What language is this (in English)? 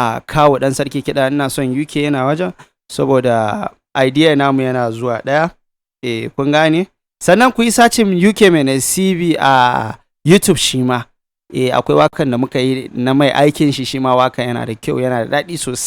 Hausa